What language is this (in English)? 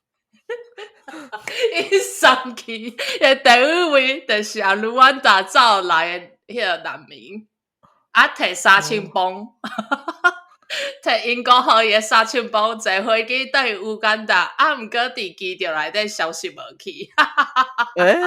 Min Nan Chinese